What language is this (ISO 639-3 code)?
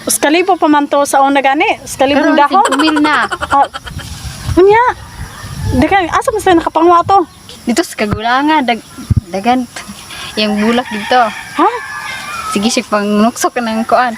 ceb